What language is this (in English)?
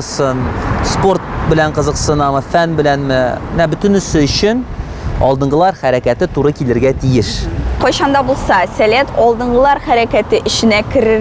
Tatar